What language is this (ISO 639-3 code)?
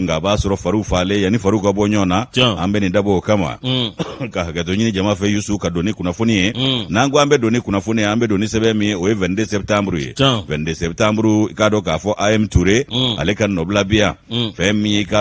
bam